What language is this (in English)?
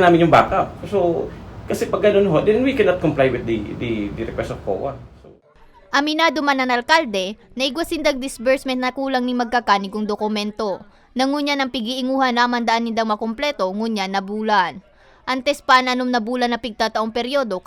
Bikol